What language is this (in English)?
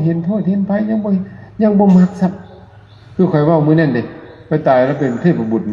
Lao